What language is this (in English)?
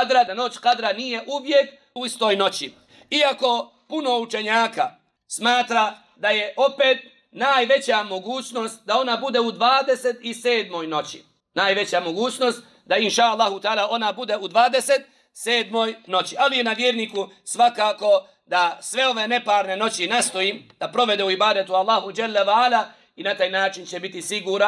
Bosnian